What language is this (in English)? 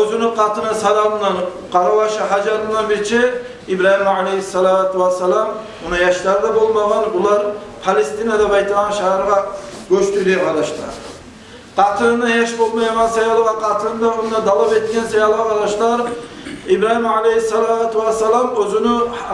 Kumyk